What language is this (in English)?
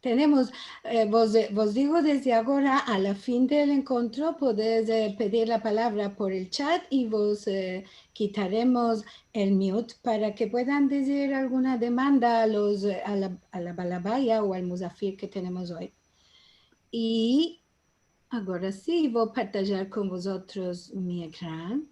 Ladino